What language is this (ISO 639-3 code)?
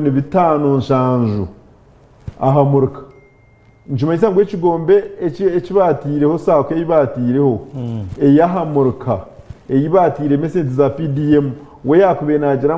nyn